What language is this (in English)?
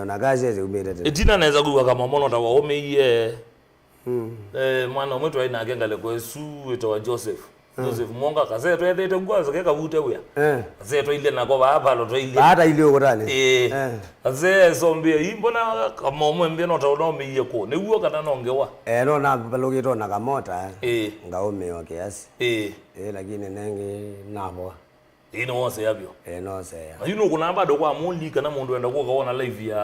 Kamba